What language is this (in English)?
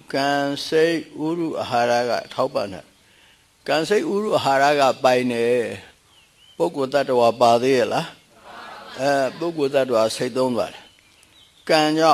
Burmese